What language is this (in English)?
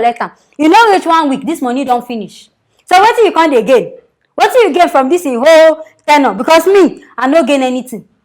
Nigerian Pidgin